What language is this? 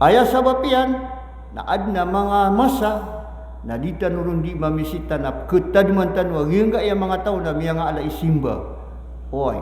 Maranao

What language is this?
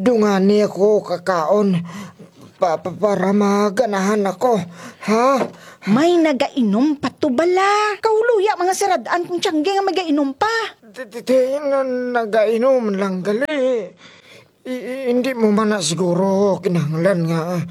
Kinaray-a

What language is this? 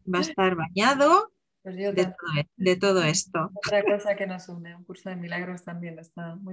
Spanish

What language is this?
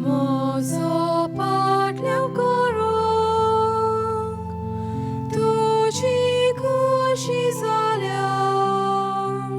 Konkani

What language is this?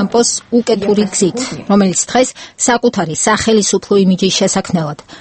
Georgian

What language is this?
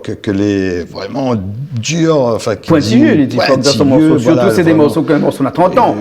Réunion Creole French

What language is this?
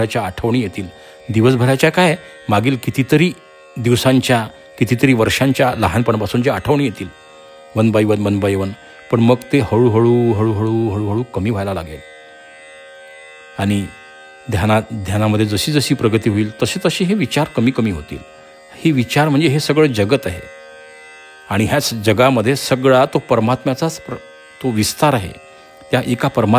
Marathi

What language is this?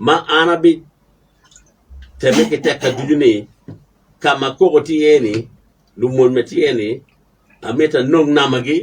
Acoli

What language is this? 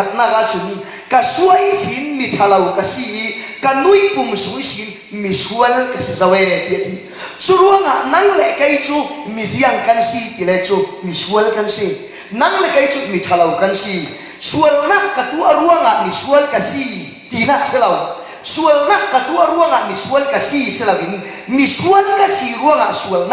Falam Chin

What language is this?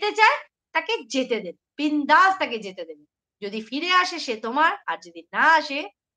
Bangla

